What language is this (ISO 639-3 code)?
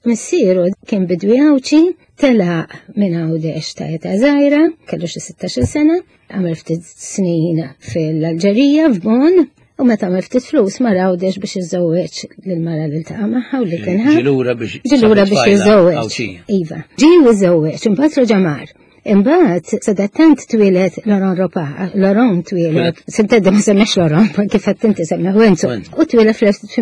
mlt